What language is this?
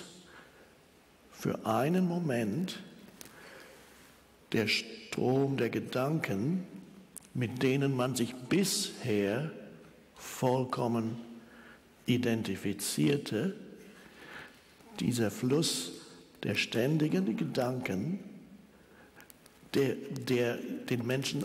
German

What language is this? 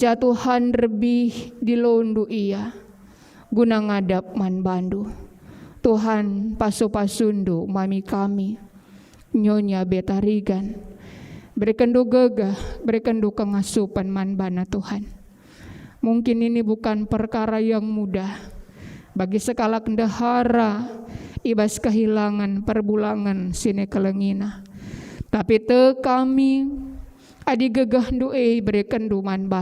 Batak Karo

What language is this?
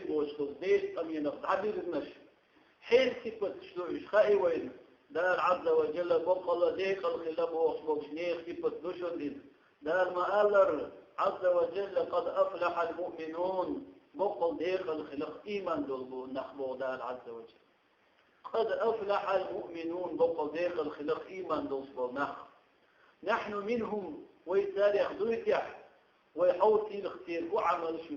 Chechen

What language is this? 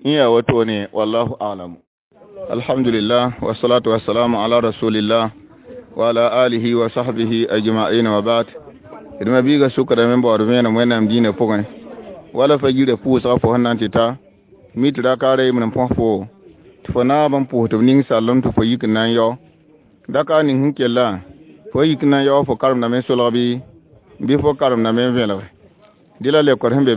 Mossi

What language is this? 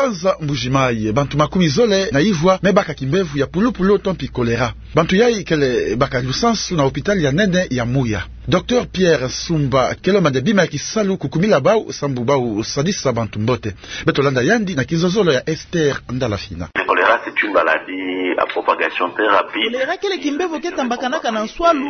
Kituba (Democratic Republic of Congo)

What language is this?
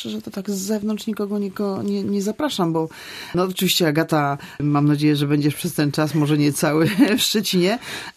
Polish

